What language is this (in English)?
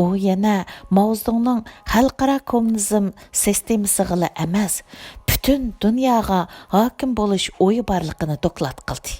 Uyghur